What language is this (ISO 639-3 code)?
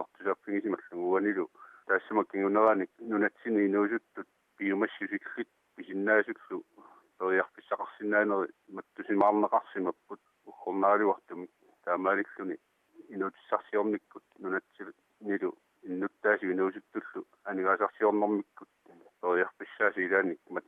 kal